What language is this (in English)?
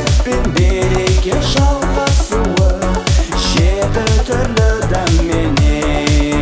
Kazakh